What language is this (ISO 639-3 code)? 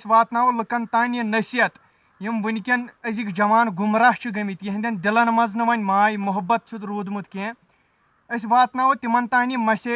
kas